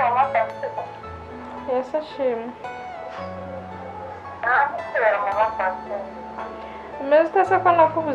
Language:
Kinyarwanda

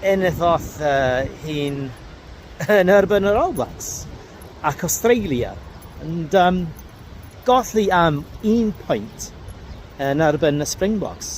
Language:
Welsh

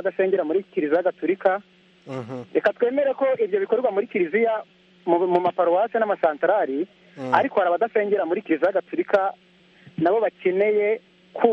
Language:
Kinyarwanda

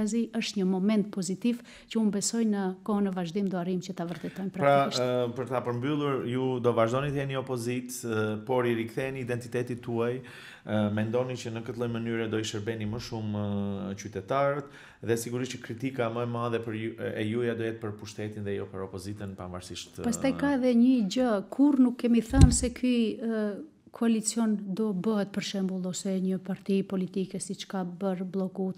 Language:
Albanian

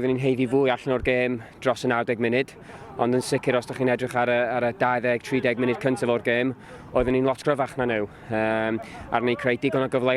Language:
Welsh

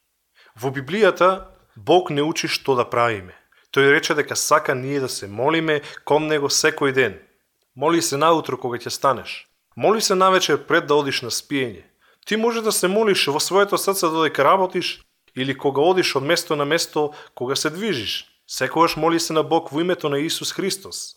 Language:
Macedonian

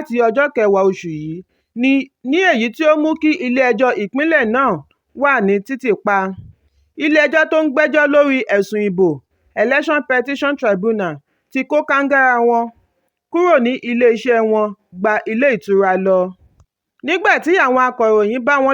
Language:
Yoruba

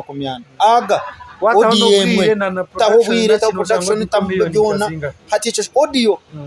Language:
Nyankole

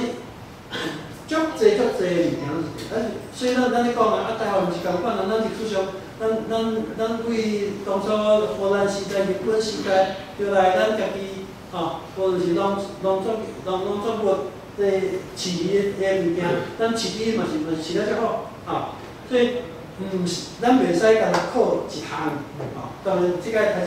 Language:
Min Nan Chinese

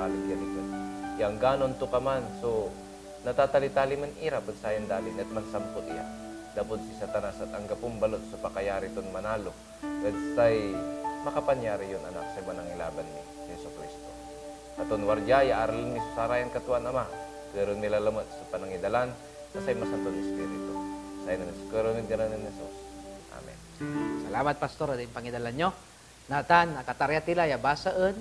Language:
Pangasinan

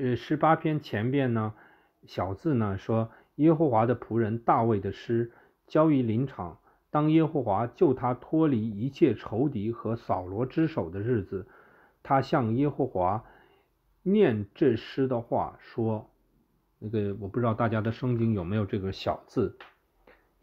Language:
Chinese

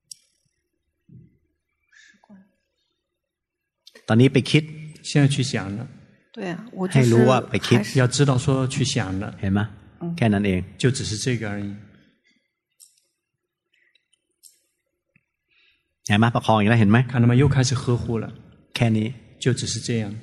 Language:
Thai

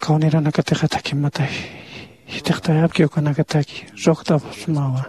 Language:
Aymara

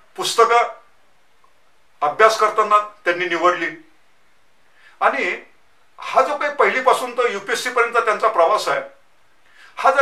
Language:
Marathi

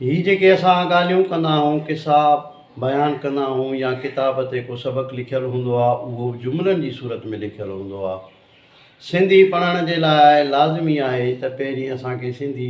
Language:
Sindhi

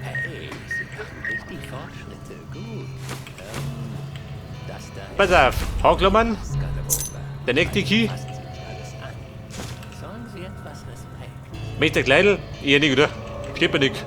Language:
Bavarian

